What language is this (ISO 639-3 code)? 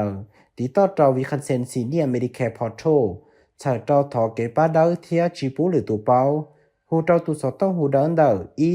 hmn